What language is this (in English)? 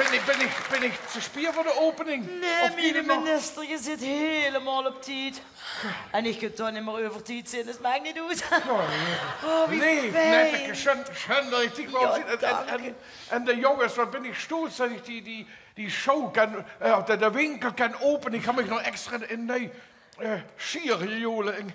Limburgish